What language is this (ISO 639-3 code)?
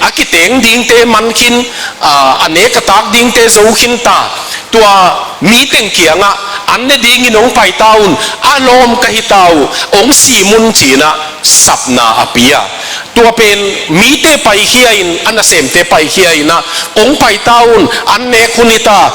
ctd